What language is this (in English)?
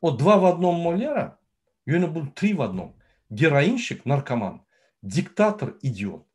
Turkmen